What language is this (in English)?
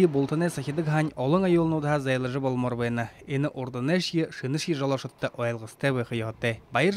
Buriat